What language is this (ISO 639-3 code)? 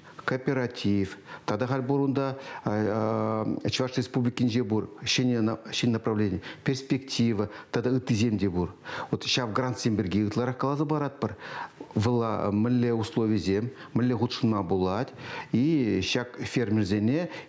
chv